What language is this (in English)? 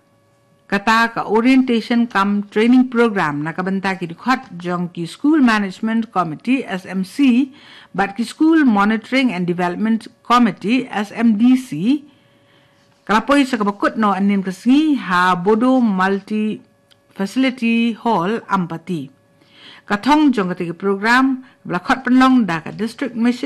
Khasi